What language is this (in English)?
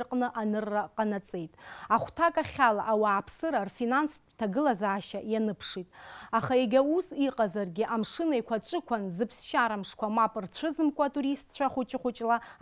Abkhazian